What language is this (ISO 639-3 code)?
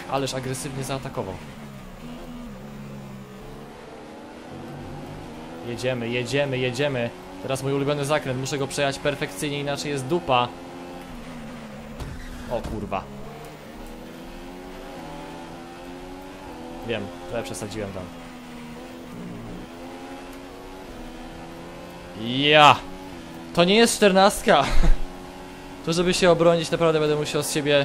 pol